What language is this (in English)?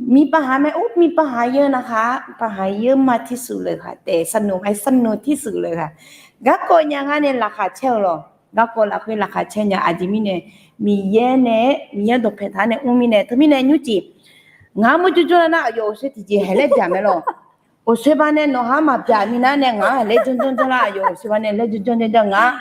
Akha